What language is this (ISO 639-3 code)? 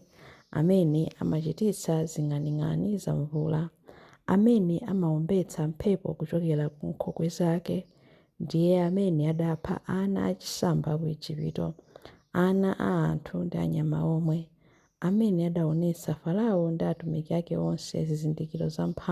nya